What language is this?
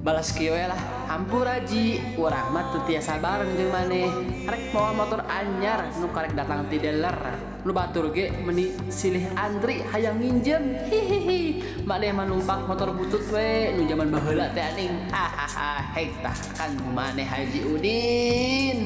Sundanese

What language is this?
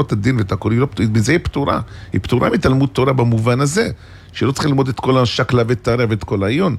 Hebrew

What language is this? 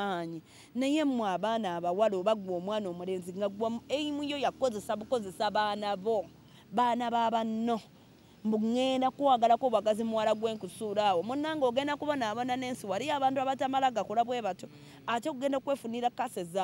Ganda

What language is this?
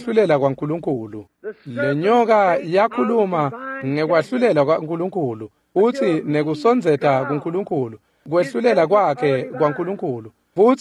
Swati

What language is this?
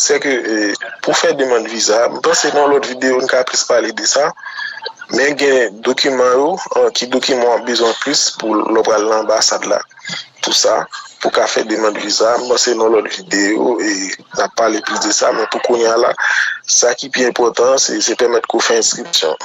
Haitian Creole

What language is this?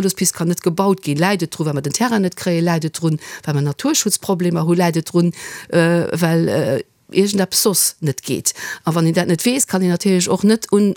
Luxembourgish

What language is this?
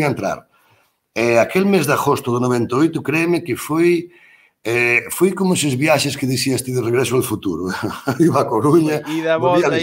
Galician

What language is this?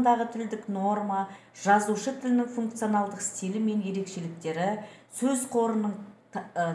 Kazakh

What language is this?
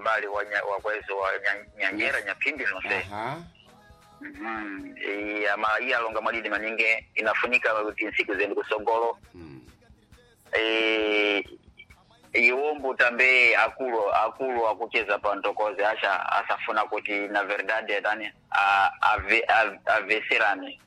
Sena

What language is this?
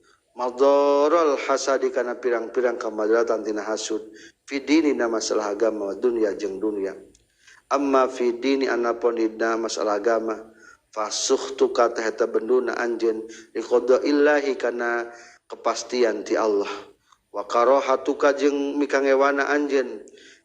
Sundanese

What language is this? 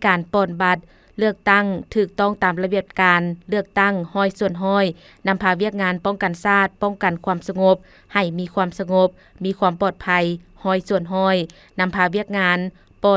Lao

